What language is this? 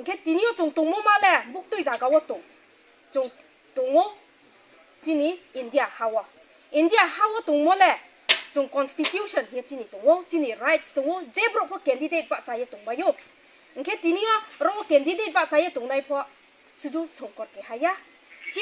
Riang (India)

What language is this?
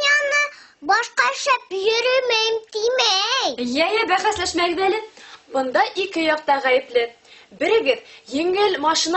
Bashkir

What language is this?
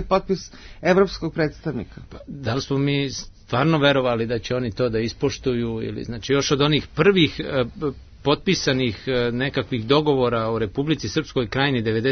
Serbian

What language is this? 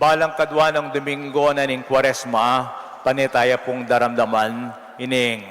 Pampanga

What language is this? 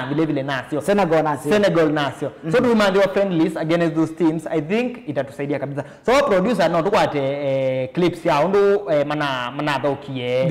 Kamba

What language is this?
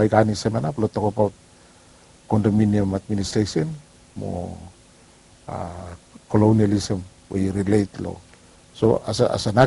Bislama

